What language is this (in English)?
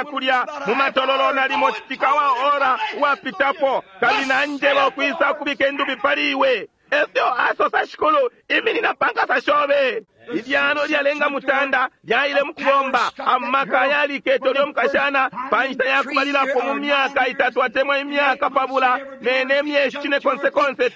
Bemba